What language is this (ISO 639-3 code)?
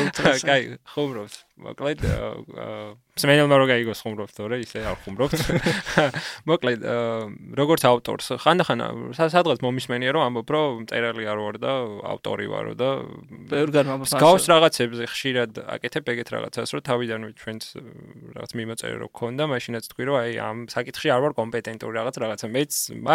kat